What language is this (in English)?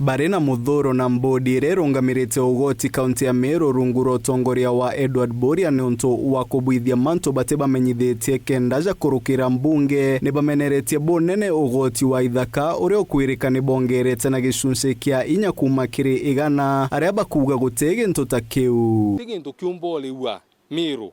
Meru